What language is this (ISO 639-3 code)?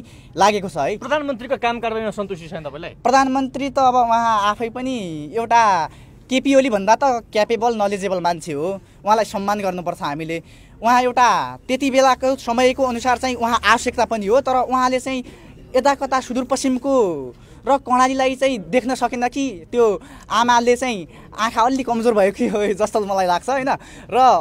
nep